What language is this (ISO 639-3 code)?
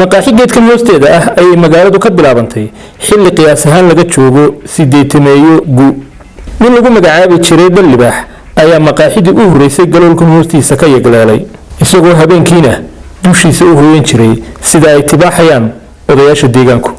som